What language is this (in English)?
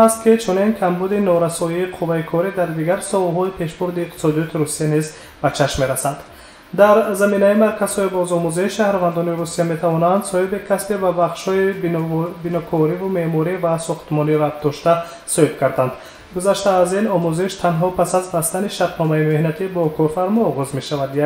Tajik